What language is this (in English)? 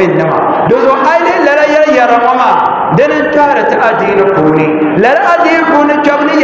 Dagbani